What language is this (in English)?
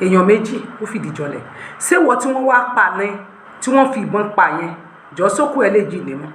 Yoruba